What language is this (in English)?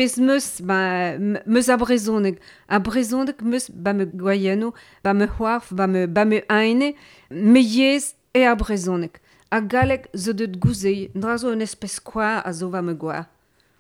Breton